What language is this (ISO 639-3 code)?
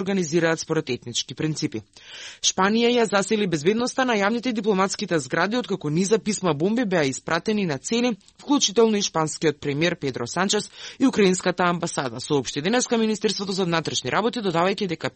mkd